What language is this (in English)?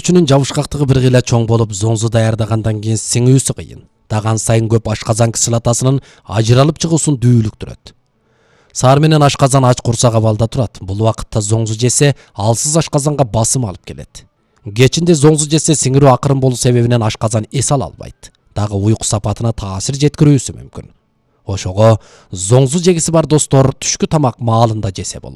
Kyrgyz